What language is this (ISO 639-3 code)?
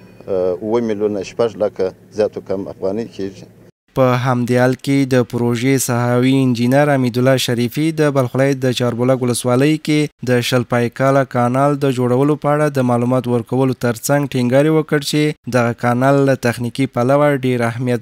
pus